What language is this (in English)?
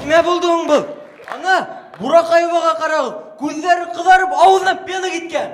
Bashkir